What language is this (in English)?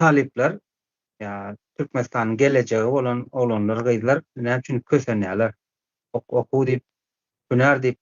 Turkmen